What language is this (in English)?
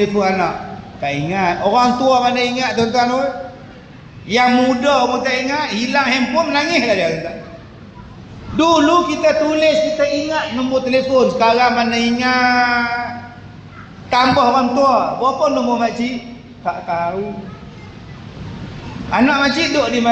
Malay